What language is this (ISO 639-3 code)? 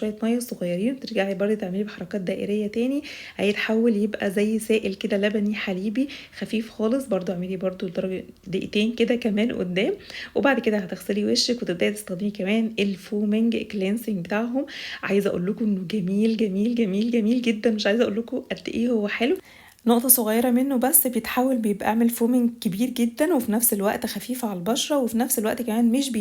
arz